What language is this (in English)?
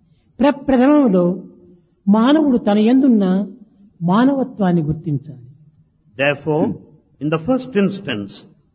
Telugu